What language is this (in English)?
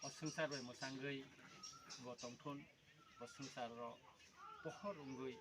Kok Borok